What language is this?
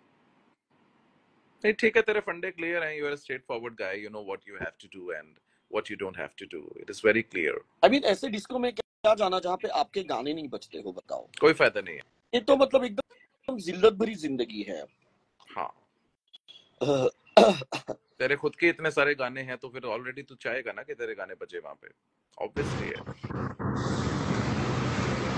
Hindi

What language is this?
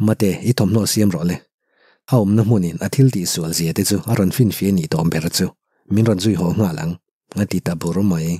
Mizo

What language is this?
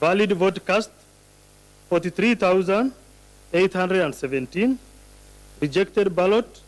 Kamba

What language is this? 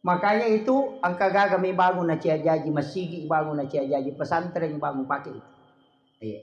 Buginese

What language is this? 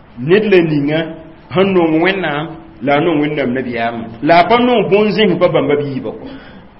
Mossi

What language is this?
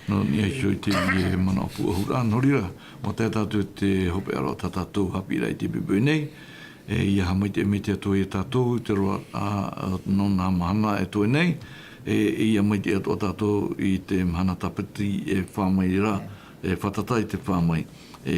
Tahitian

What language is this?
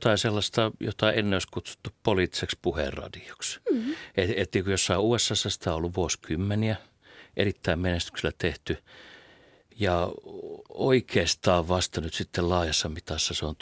Finnish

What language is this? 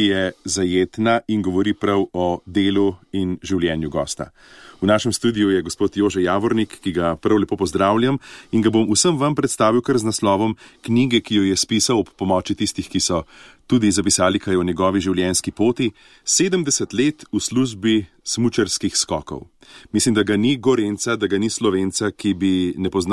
Slovenian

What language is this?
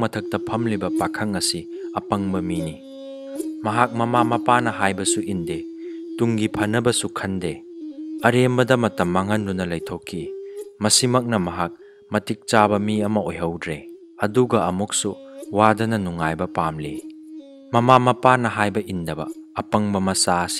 Manipuri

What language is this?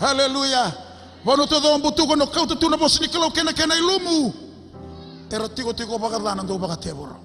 Fijian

